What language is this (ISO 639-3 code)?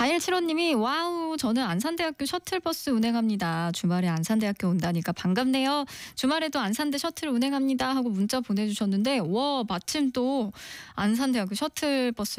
kor